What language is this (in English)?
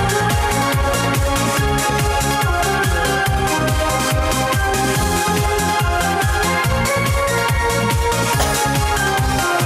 Chuvash